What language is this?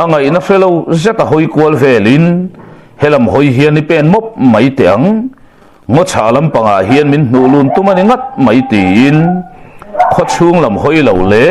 Mizo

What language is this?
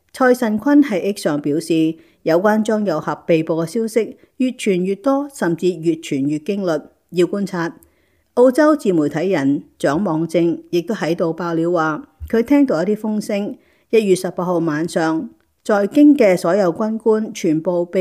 Cantonese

